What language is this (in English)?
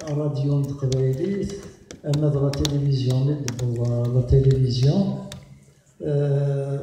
Kabyle